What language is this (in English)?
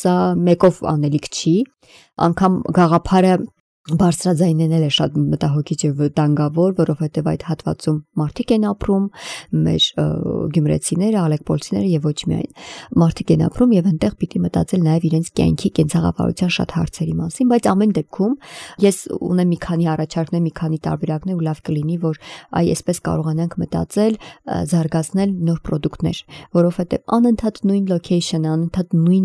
Armenian